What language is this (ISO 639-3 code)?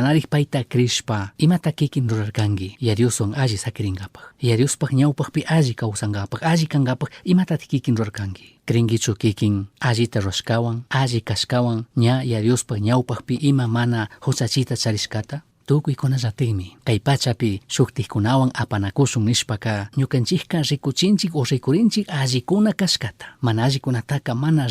qug